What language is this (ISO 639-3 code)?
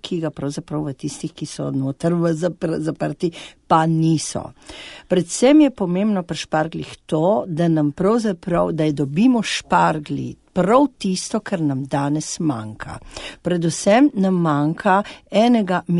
slv